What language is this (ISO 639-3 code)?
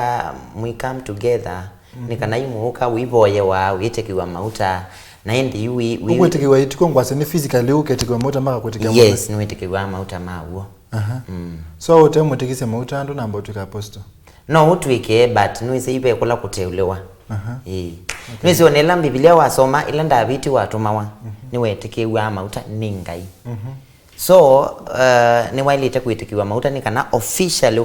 kam